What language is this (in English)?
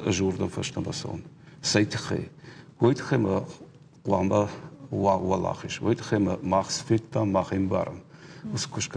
Ossetic